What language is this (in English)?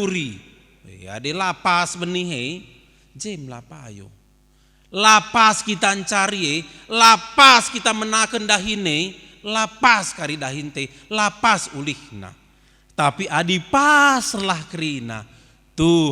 Batak Karo